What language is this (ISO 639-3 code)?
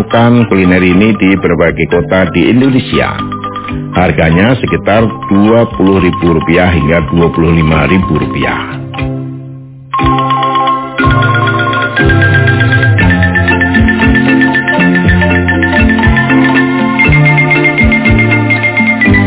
ind